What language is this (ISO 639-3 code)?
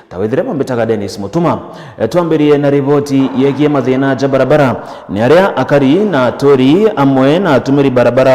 mer